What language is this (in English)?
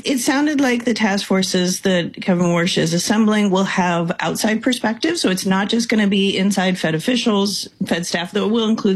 English